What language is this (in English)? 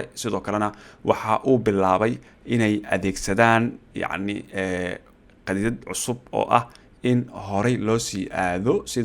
Somali